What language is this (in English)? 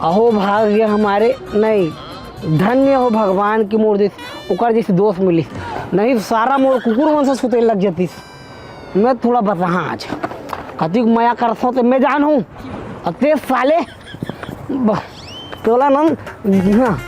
Chhattisgarhi